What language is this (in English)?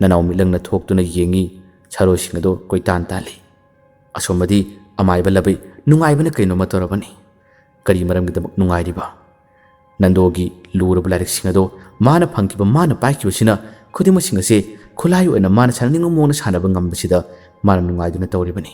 Manipuri